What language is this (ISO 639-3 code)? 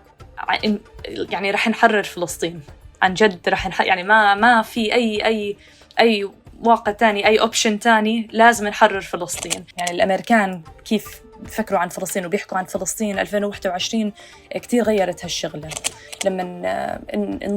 apc